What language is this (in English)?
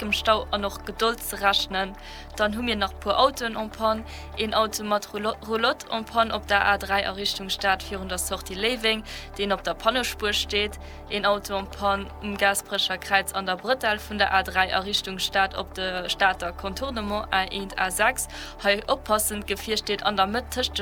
Luxembourgish